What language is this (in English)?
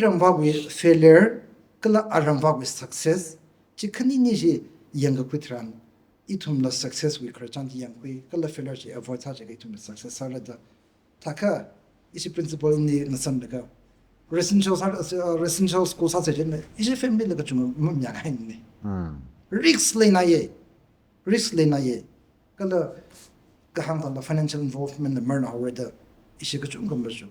Tangkhul Naga (India)